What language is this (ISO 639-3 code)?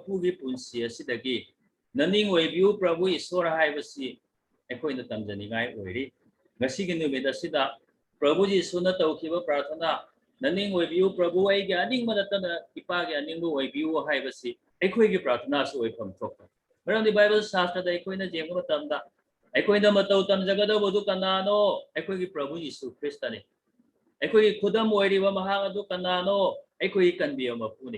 mni